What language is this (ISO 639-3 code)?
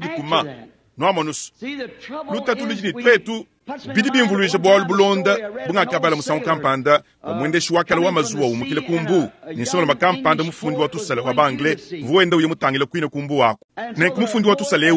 lua